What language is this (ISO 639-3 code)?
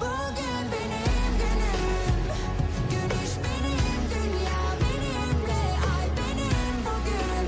kaa